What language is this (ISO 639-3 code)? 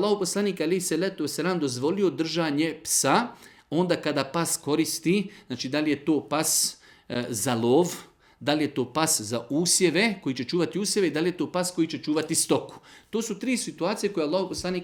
bos